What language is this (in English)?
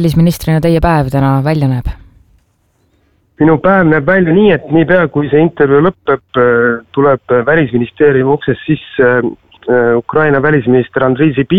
Estonian